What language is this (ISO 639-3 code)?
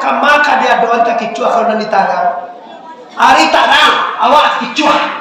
min